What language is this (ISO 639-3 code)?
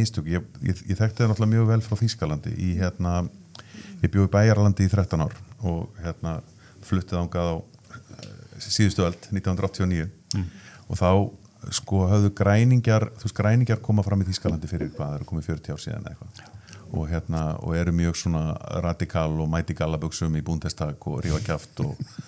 isl